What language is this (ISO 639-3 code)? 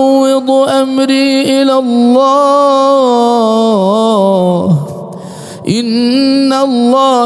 ara